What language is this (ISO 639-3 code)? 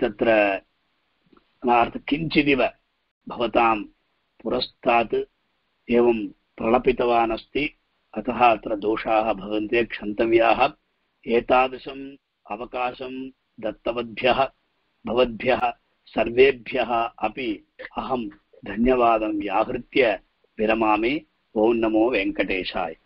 san